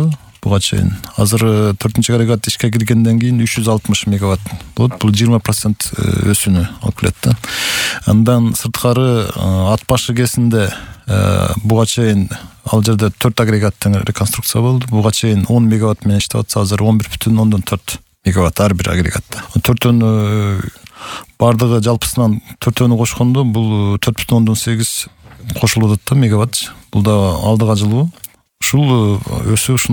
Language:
Kyrgyz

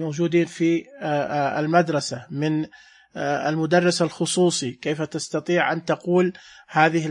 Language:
Najdi Arabic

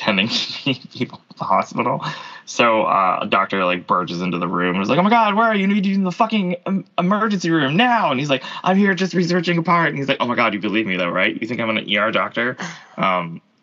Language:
English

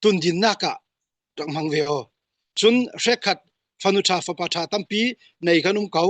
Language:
Falam Chin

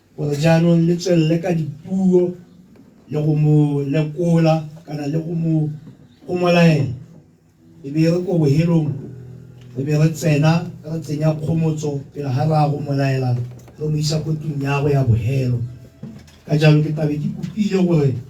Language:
Tswana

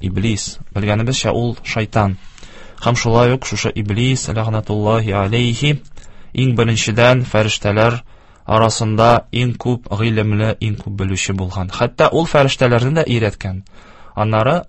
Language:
Tatar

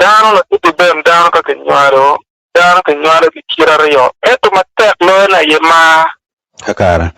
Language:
Acoli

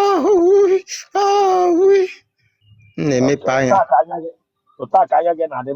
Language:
Igbo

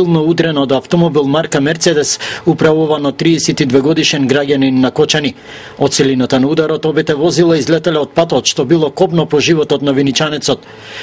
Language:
Macedonian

